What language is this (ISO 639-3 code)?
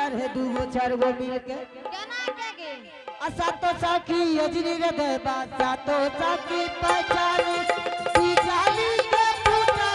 anp